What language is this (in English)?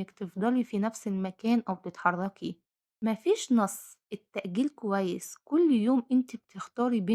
Egyptian Arabic